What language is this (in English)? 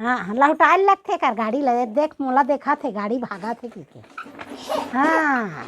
Chhattisgarhi